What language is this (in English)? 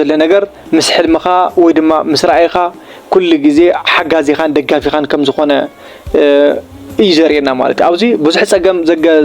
Tigrinya